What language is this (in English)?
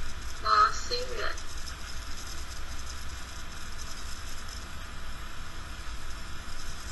Vietnamese